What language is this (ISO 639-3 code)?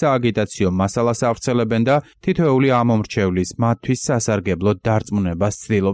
kat